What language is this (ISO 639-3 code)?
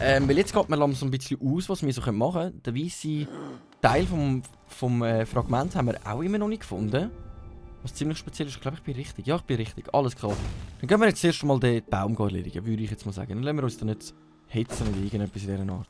gsw